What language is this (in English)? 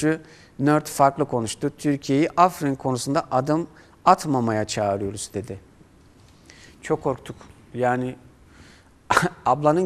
Turkish